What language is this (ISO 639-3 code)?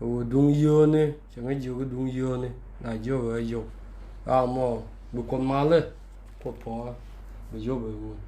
nus